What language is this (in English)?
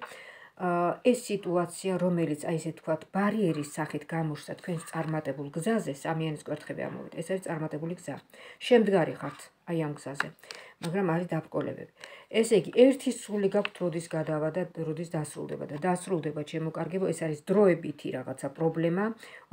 Georgian